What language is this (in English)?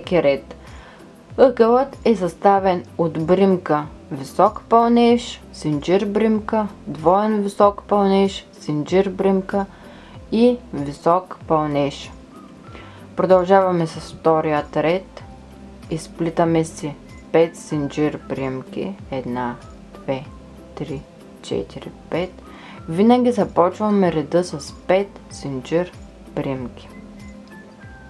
Bulgarian